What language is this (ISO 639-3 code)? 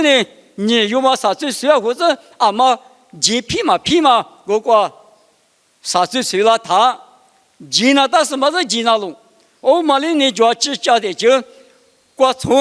lis